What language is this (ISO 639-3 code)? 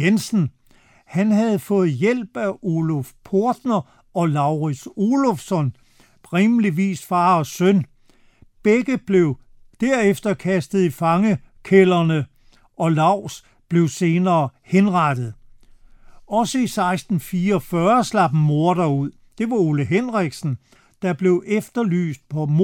dan